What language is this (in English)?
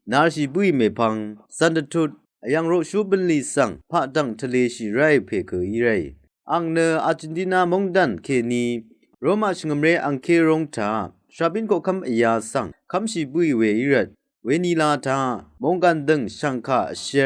Rawang